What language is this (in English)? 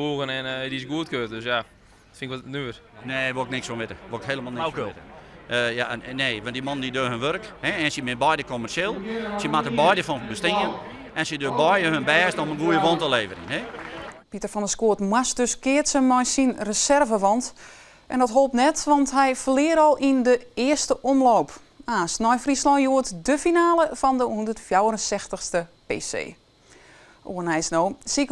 Western Frisian